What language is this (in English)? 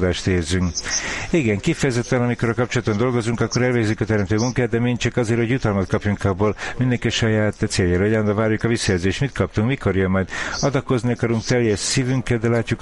Hungarian